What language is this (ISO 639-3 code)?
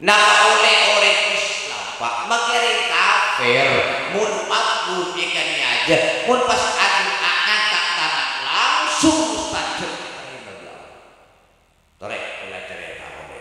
mad